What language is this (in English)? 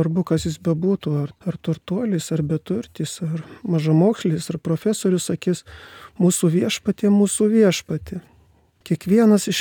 Lithuanian